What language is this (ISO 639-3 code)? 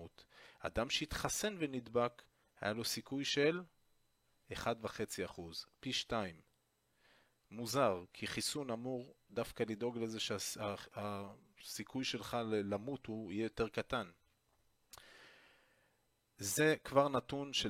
heb